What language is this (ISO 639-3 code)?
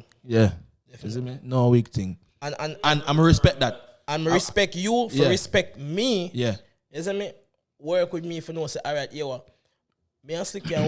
jam